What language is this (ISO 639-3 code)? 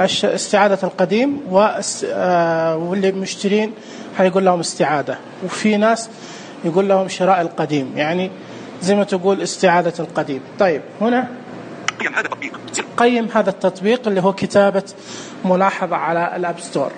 ars